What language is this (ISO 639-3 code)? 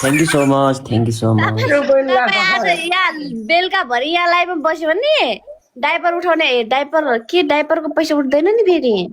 nep